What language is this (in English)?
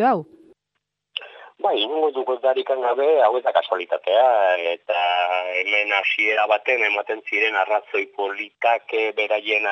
Basque